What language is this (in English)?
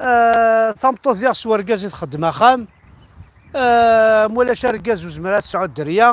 Kabyle